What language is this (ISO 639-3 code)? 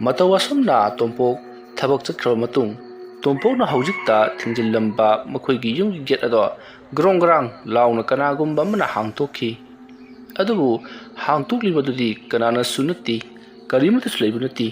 mni